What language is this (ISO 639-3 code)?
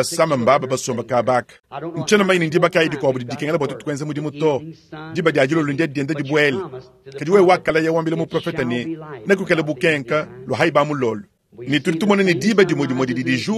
lua